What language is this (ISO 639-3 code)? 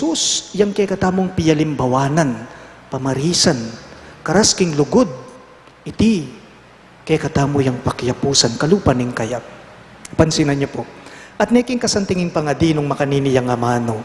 pam